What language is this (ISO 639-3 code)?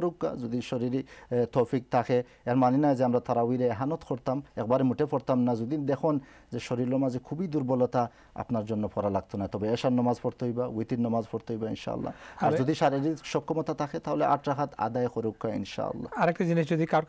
ben